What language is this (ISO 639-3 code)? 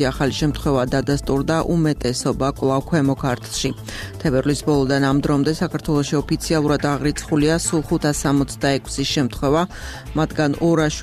kat